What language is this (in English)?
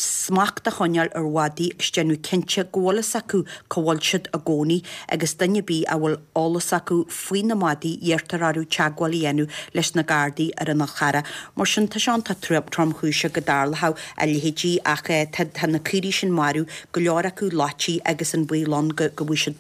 Irish